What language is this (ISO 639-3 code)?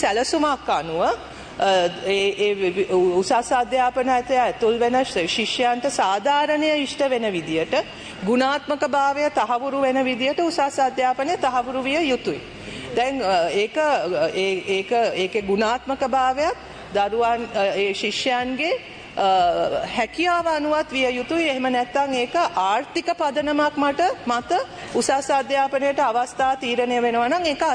sin